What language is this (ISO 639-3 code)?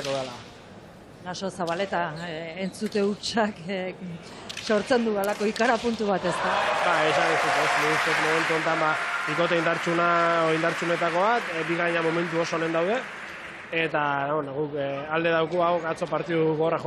eus